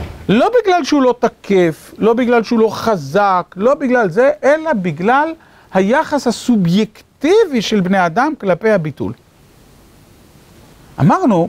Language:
Hebrew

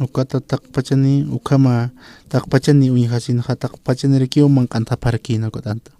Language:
Aymara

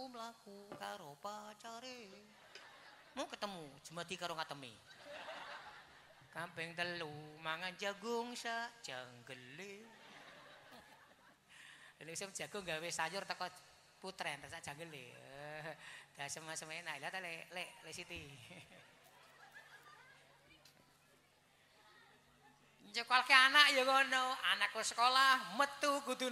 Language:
Javanese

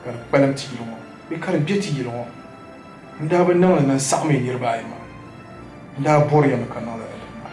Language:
Dagbani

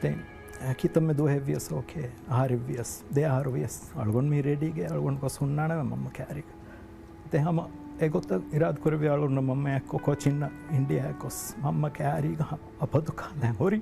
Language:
Divehi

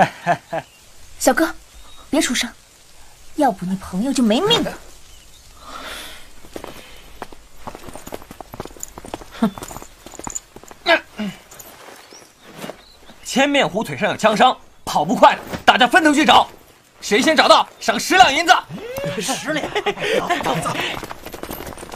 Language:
Chinese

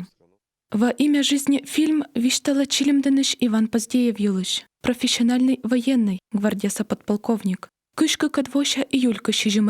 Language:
Komi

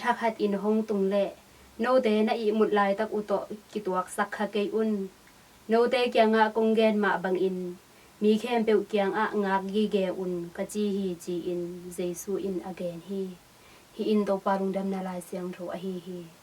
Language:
Tedim Chin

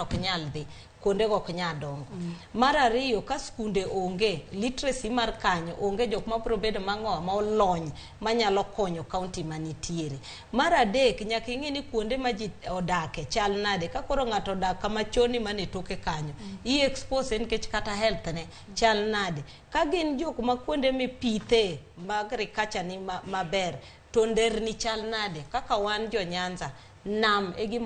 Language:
Luo (Kenya and Tanzania)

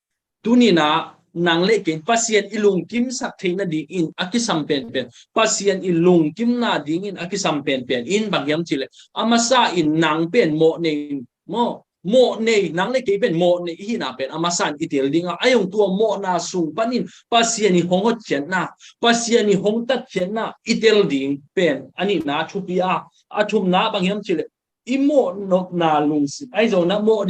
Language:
Tedim Chin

